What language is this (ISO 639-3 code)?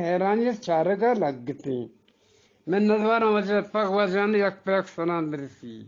bgp